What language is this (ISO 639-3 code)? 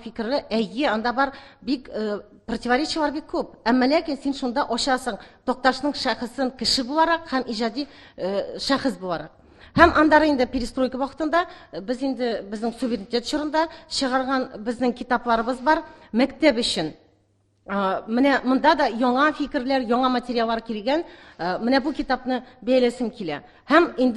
tat